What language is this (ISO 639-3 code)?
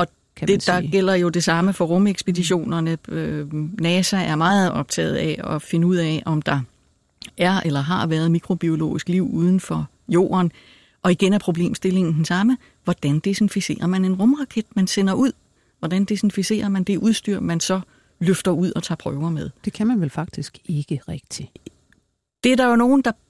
dan